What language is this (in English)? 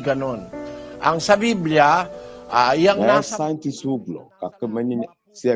Ewe